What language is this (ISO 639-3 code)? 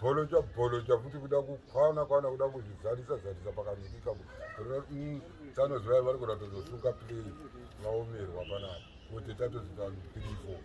sna